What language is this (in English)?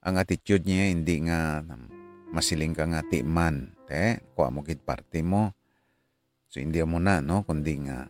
Hiligaynon